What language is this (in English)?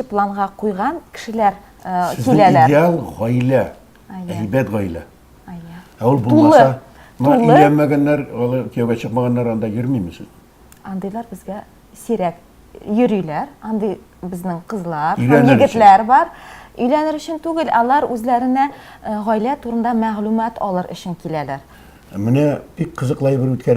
Tatar